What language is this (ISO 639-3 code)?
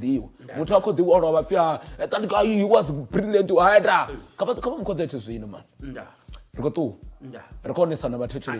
ven